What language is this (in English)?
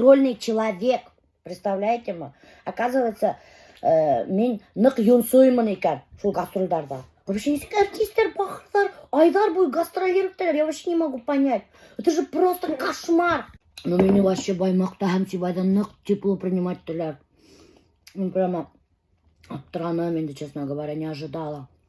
Bashkir